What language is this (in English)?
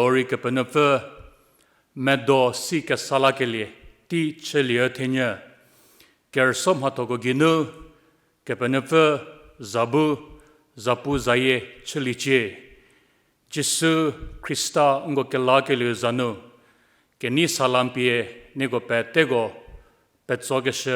Angami Naga